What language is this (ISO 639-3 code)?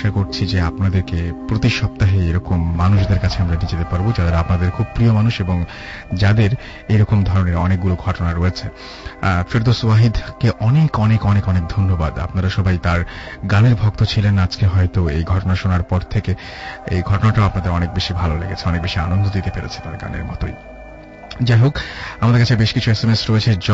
ben